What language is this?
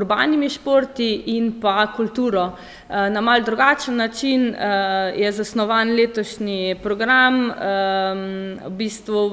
Slovenian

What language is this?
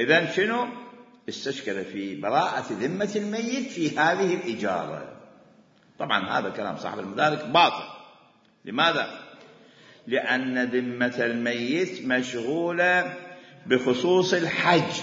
Mesopotamian Arabic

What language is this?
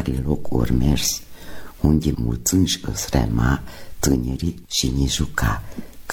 Romanian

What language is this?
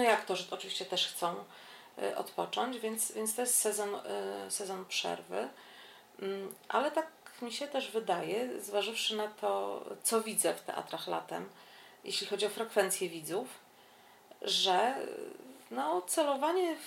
Polish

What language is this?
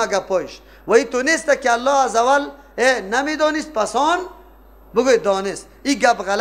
Persian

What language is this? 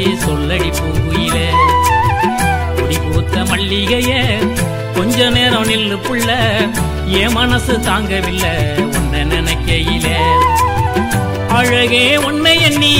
Tamil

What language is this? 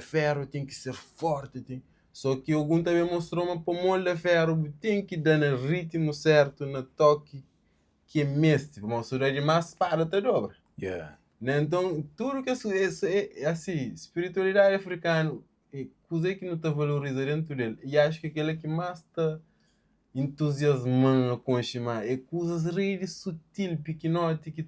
Kabuverdianu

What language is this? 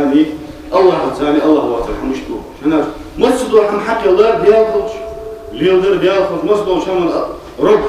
Ingush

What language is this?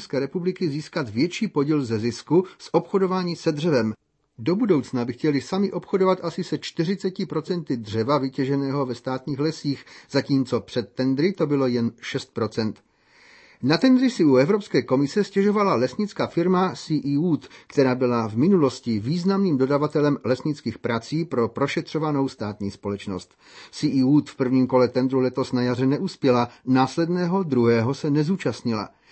Czech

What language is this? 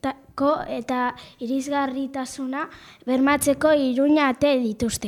Basque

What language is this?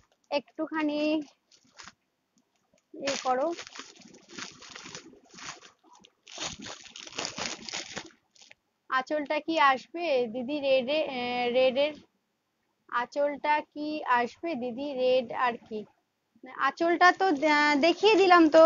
Bangla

